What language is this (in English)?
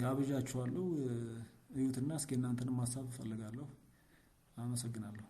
Amharic